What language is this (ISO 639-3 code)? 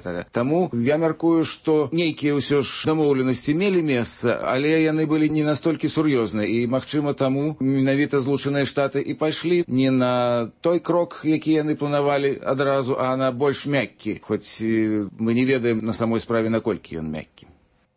bel